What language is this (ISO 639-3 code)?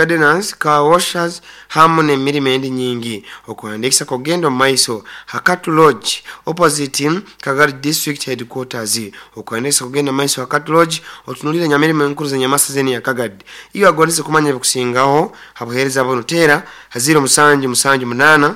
nyo